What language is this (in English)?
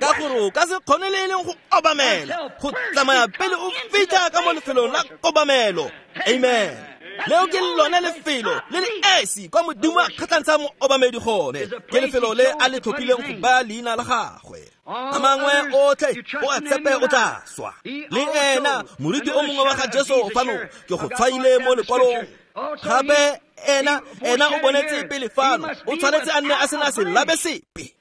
Tswana